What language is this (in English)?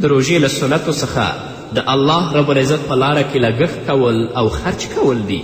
Pashto